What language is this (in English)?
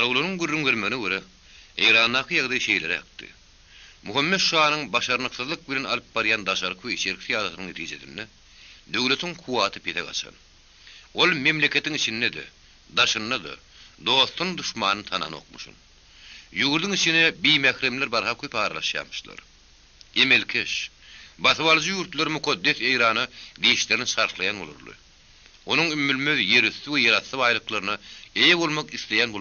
Turkmen